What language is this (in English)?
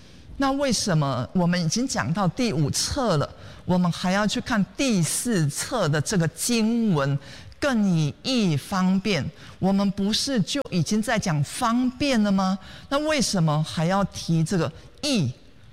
Chinese